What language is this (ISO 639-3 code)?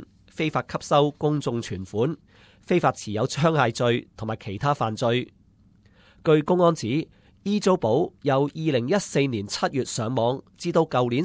yue